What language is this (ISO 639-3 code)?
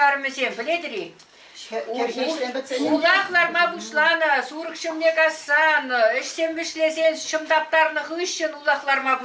chv